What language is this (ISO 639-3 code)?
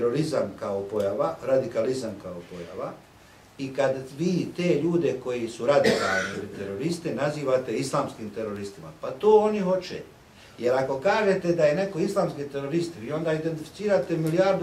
bos